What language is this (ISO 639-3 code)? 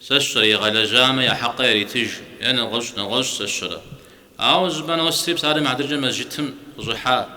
kbd